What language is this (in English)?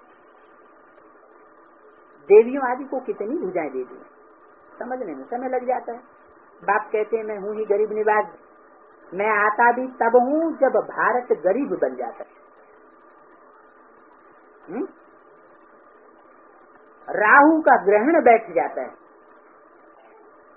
Hindi